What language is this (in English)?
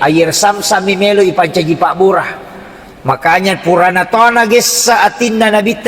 Buginese